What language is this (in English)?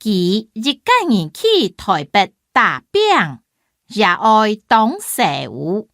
Hakka Chinese